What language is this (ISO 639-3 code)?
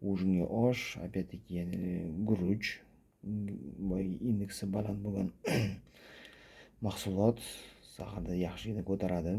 uzb